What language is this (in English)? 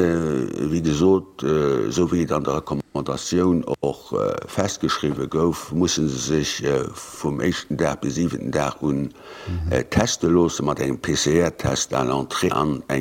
Luxembourgish